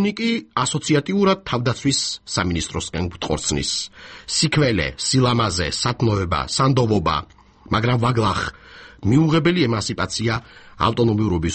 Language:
Georgian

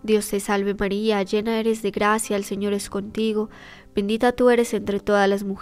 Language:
Spanish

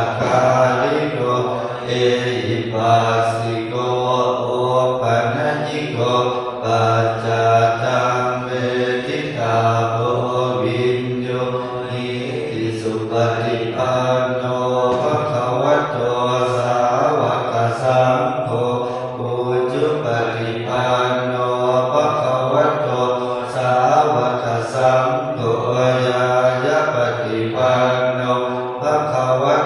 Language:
Pali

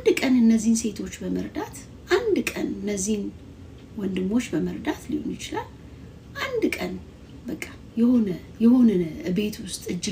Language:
Amharic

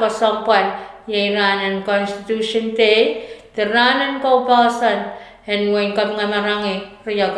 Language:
Pohnpeian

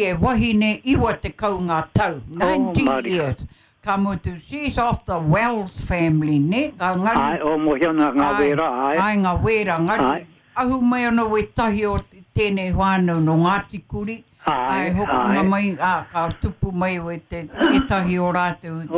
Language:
Māori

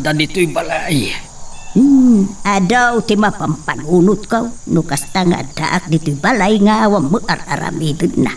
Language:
Iloko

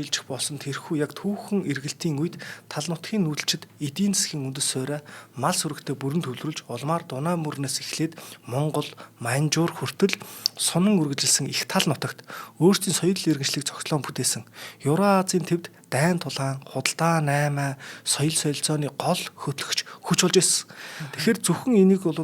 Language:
Mongolian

